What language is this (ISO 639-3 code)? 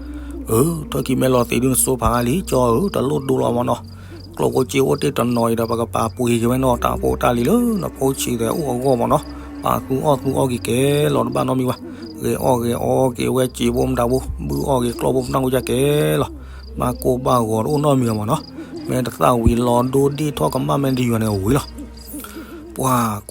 ksw